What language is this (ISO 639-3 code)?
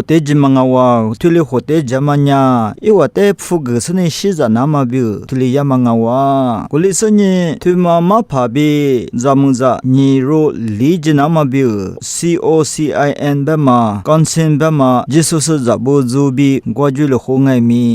lis